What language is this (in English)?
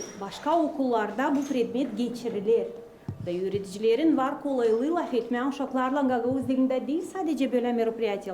Gagauz